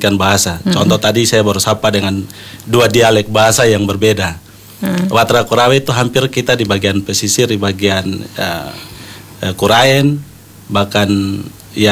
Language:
Indonesian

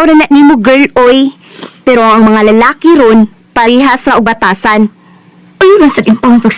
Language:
Cebuano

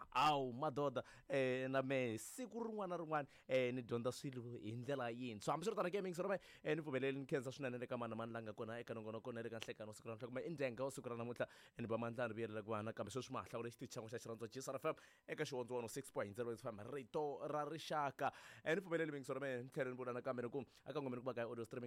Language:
Tsonga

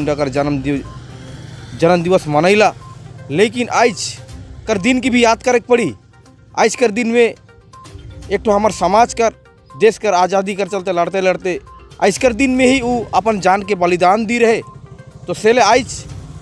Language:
Sadri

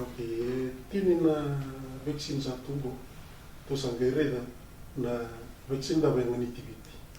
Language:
Fijian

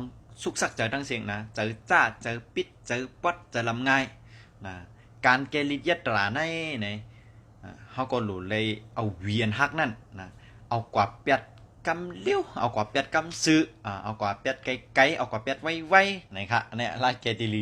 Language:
Shan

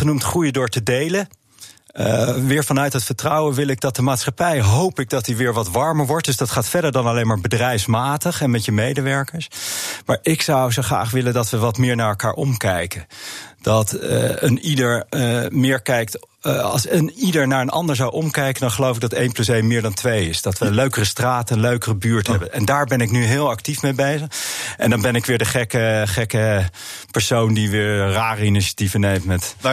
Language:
Dutch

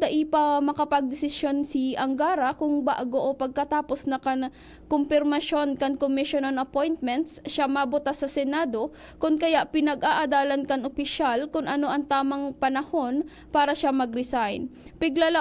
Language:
Bikol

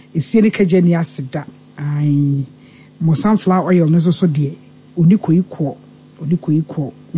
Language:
Akan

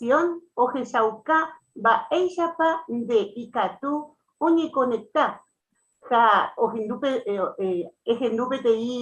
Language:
Guarani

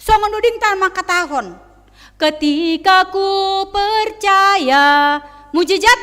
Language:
Batak Simalungun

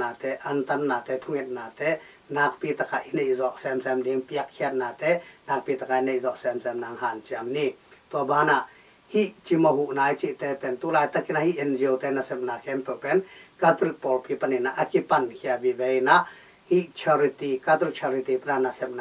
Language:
Tedim Chin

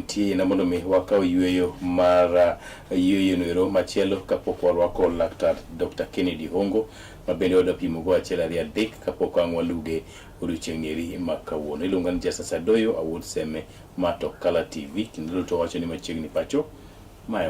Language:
Luo (Kenya and Tanzania)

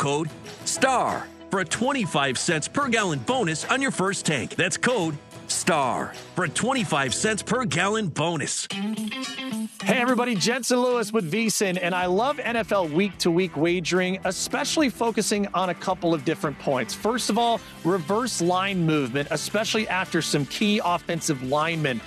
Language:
English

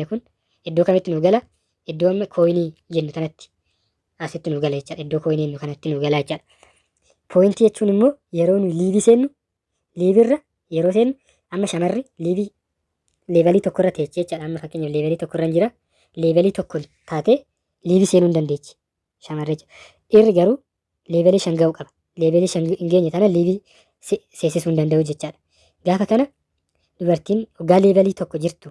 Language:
Oromo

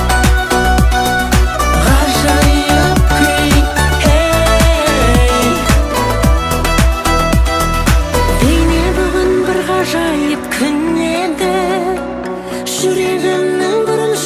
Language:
Kazakh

